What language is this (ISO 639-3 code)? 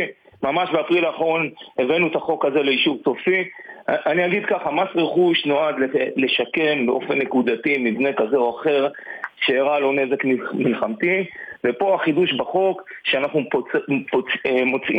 heb